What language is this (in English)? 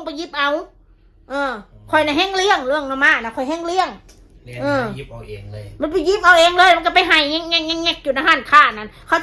Northeastern Thai